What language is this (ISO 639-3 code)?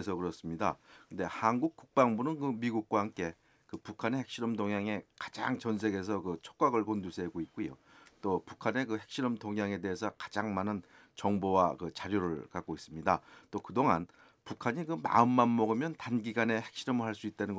kor